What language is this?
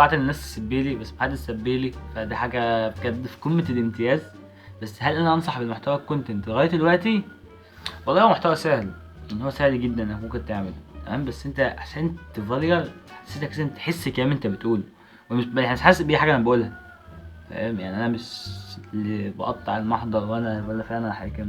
Egyptian Arabic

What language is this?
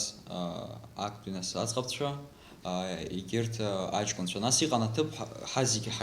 Abkhazian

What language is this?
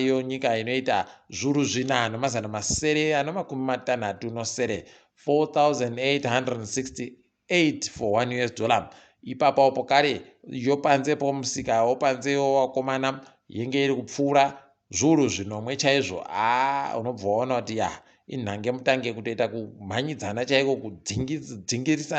Ndau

